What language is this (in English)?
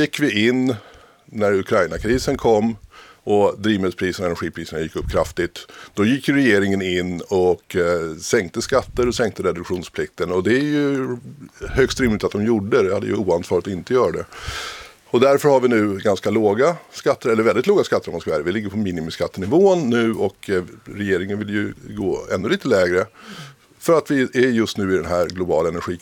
Swedish